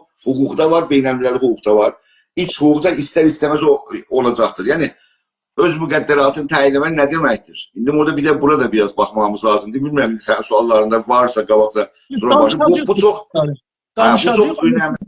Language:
South Azerbaijani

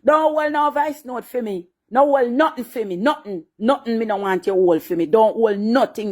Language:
Jamaican Creole English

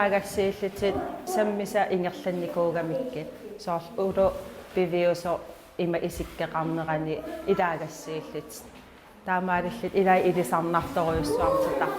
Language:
Kalaallisut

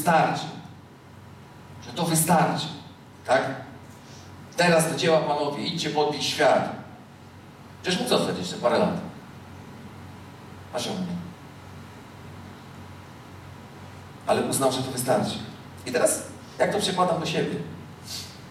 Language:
Polish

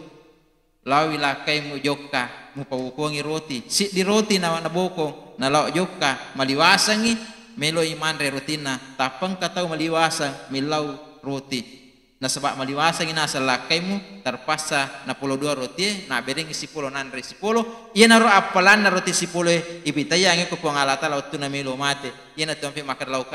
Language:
Buginese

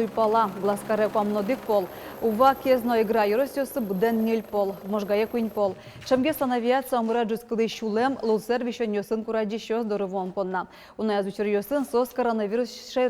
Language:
Udmurt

